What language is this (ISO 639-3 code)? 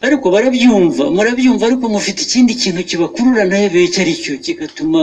kin